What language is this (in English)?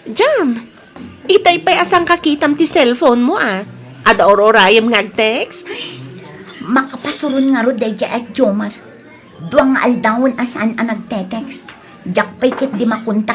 Iloko